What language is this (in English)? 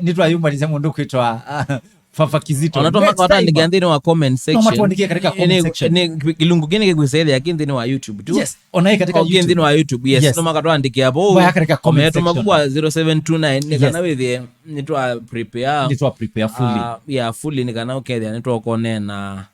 Kamba